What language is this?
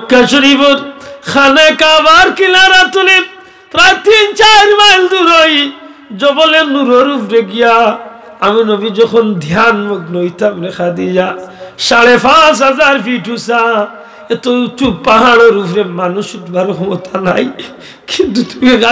Sylheti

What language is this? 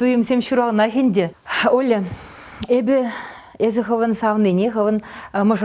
Chuvash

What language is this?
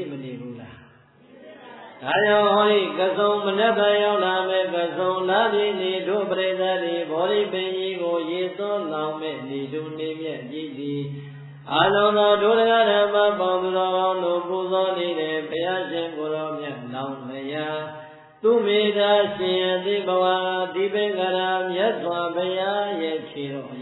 Burmese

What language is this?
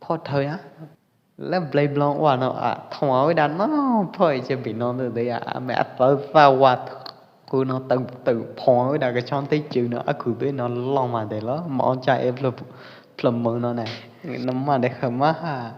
Pwo Eastern Karen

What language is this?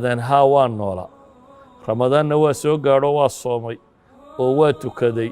Somali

